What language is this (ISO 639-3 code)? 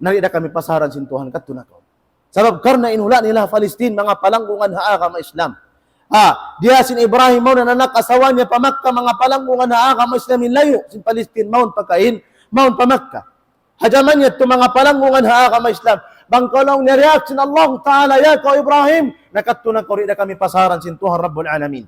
tsg